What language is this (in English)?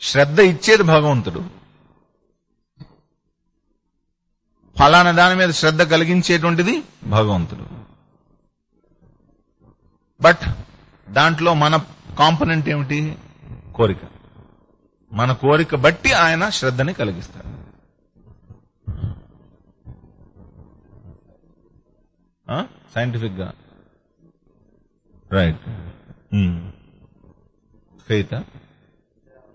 Telugu